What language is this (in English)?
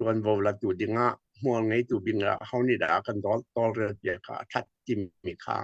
Hakha Chin